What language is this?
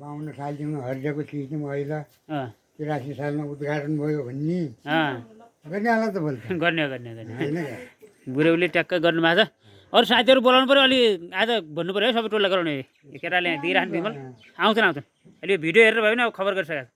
Nepali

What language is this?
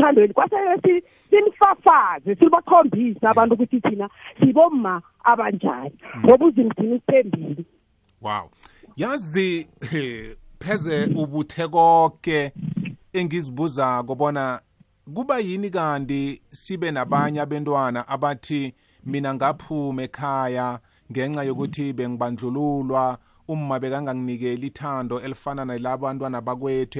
South Ndebele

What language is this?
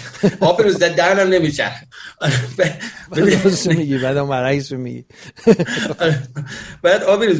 Persian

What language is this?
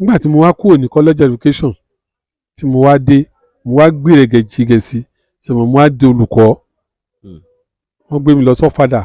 Yoruba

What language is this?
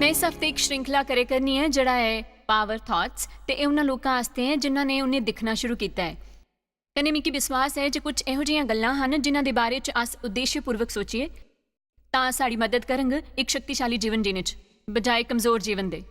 Dogri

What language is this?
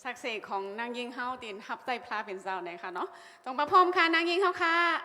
Shan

